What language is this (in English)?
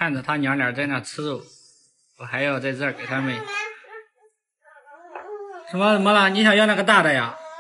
Chinese